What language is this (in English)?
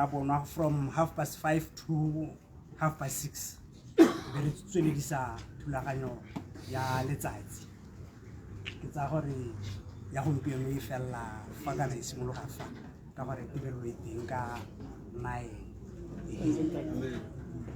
Tswana